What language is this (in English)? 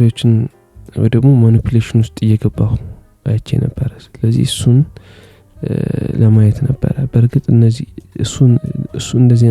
Amharic